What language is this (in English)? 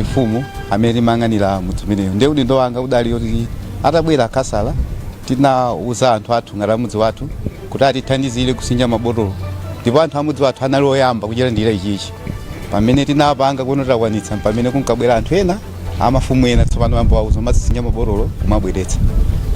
Nyanja